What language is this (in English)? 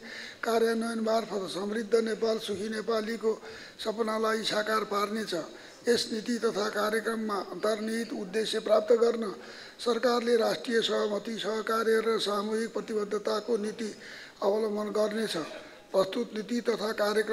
Nepali